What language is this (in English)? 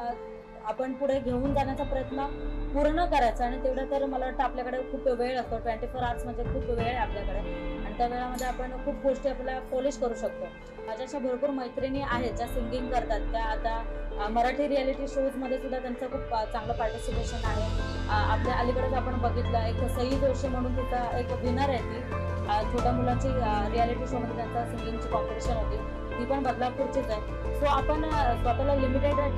Marathi